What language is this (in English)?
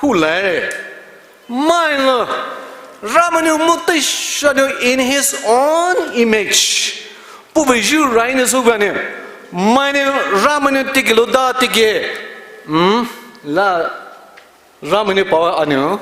Poumei Naga